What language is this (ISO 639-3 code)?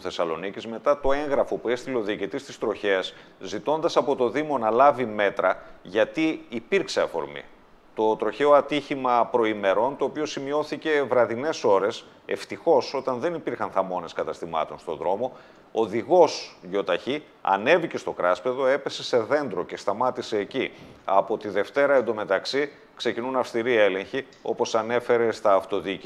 ell